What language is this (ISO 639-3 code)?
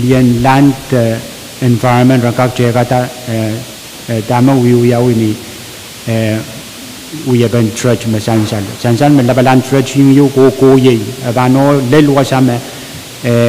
pon